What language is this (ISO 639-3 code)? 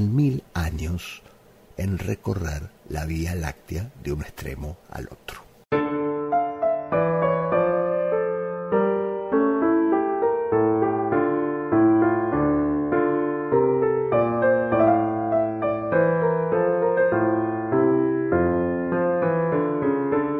spa